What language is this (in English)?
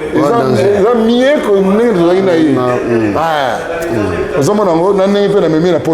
Lingala